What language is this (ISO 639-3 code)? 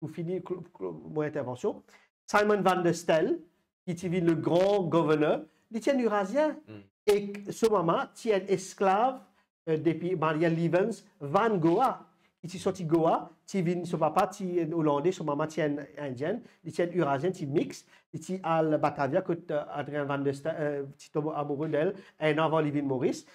mfe